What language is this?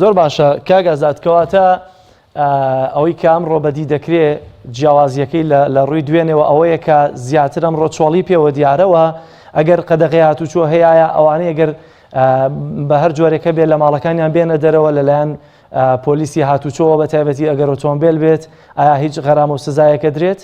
Central Kurdish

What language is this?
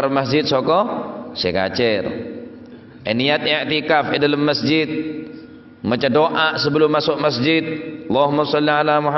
Madurese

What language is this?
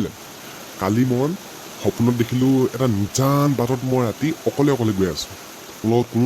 Assamese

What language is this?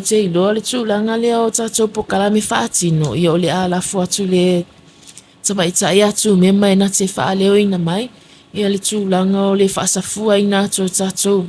Samoan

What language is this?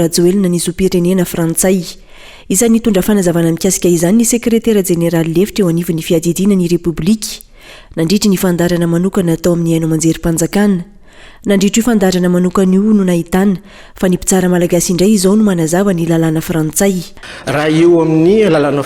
Malagasy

